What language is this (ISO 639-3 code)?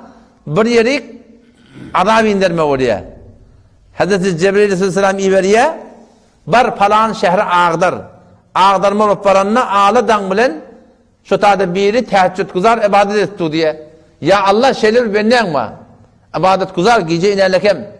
tuk